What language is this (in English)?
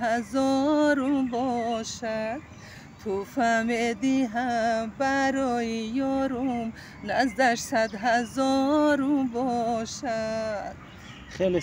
Tajik